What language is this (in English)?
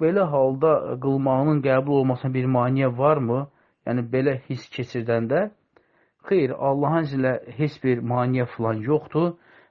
Azerbaijani